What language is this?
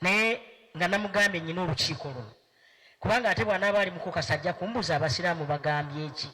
Ganda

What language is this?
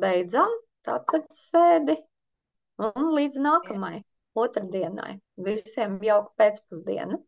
Latvian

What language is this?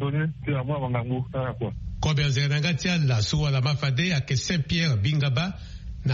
Sango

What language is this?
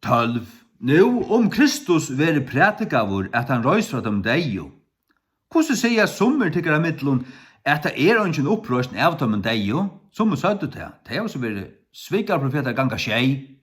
Faroese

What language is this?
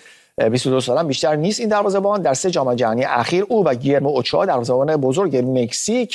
Persian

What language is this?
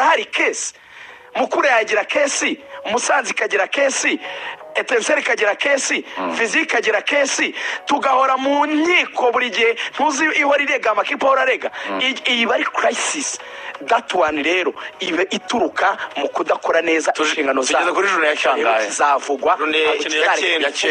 Kinyarwanda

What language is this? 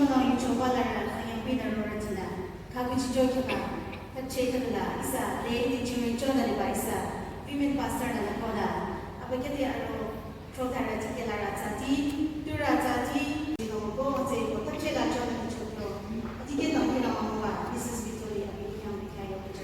Naga Pidgin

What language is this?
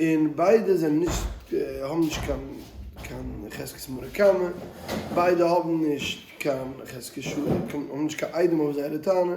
Yiddish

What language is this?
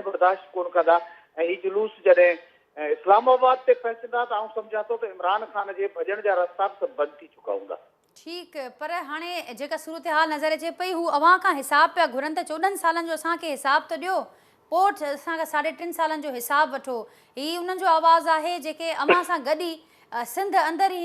Sindhi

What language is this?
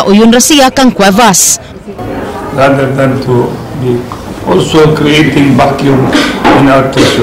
Cebuano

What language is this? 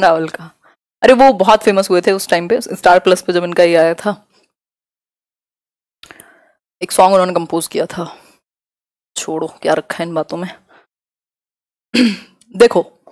Hindi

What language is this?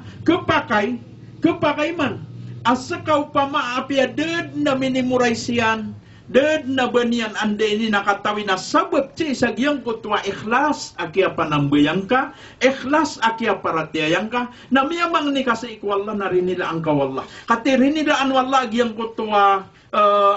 Maranao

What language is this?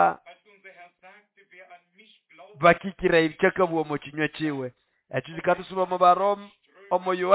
Nande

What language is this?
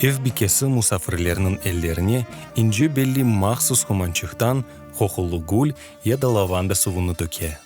Crimean Tatar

